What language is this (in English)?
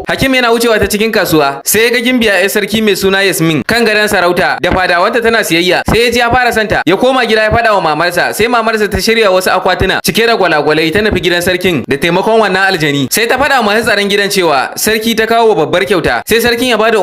Hausa